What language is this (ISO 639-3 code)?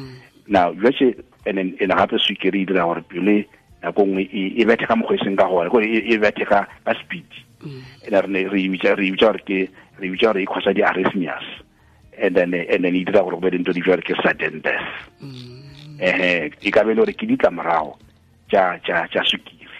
nso